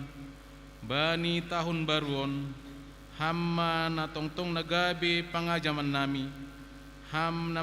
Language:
Batak Simalungun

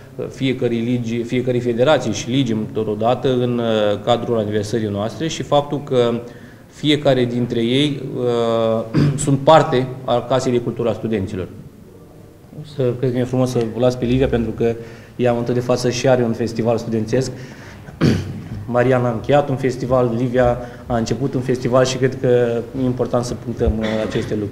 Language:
Romanian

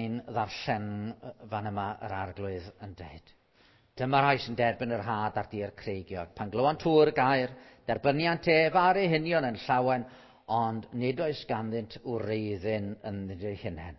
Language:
Welsh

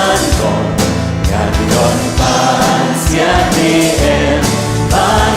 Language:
Khasi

